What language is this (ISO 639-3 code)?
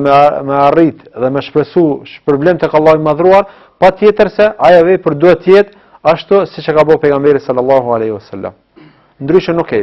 sqi